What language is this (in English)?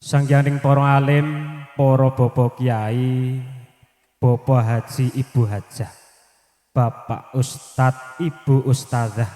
Javanese